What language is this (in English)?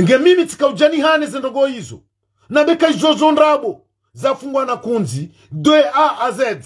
Ngazidja Comorian